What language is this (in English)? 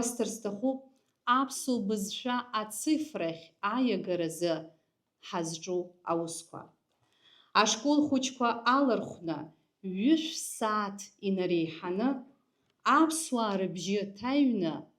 Abkhazian